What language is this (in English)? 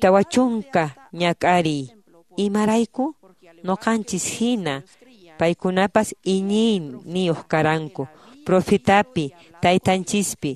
Quechua